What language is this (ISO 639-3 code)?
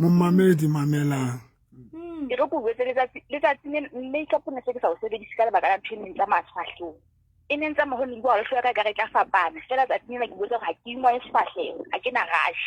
sot